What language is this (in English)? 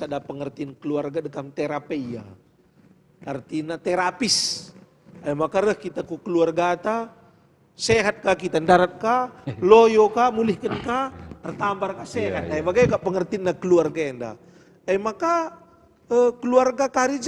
Batak Karo